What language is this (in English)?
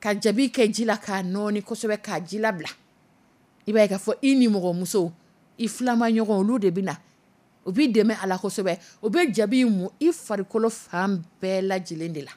Dyula